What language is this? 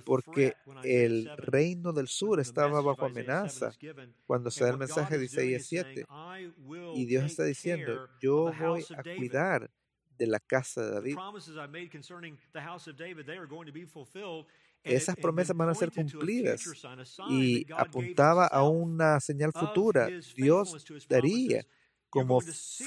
Spanish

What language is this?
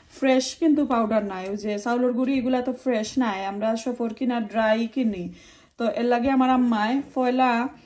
Sylheti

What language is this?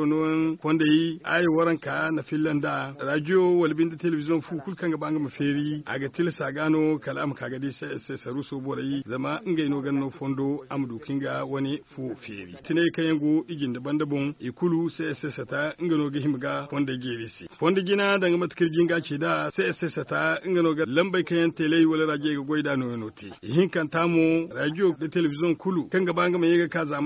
Zarma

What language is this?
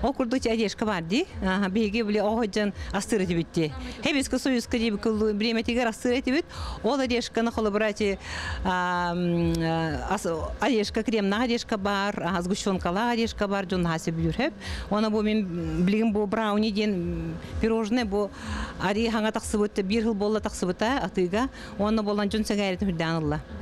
Yakut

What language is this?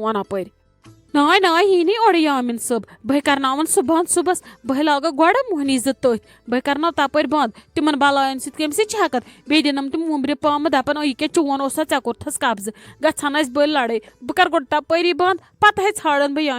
Kashmiri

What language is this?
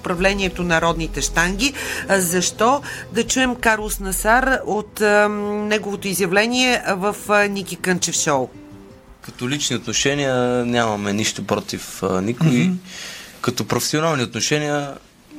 Bulgarian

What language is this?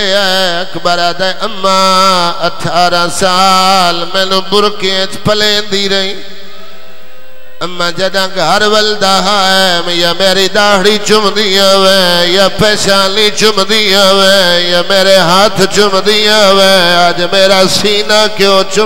Saraiki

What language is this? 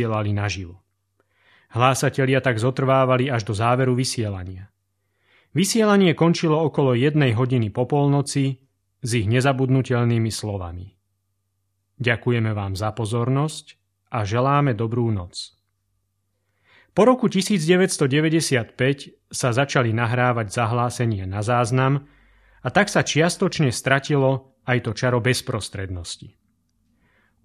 Slovak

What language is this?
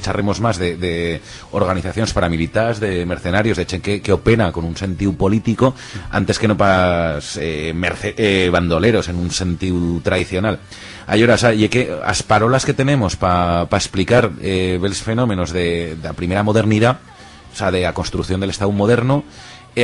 Aragonese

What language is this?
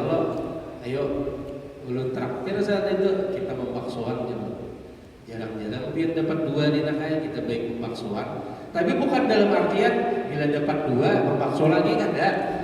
Banjar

